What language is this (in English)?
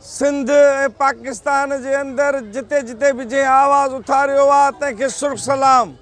Sindhi